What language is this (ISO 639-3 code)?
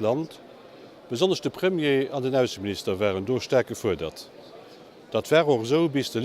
ltz